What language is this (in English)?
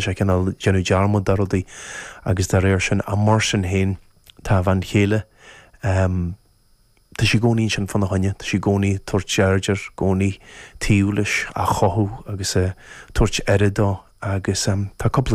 Irish